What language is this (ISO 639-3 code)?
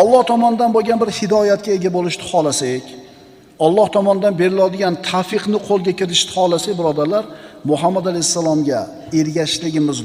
uzb